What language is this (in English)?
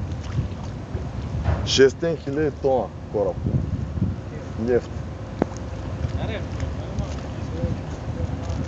Bulgarian